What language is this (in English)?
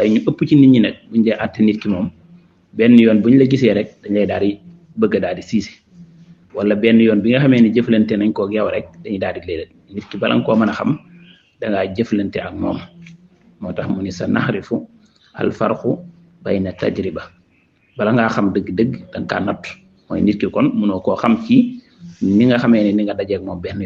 Wolof